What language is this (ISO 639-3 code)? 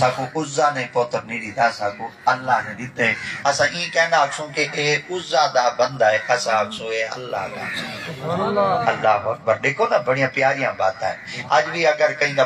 skr